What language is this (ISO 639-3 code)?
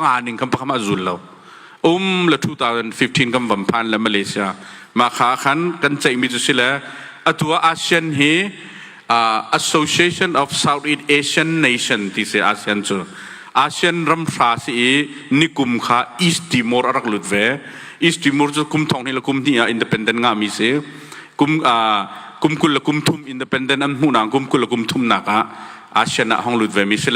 cnh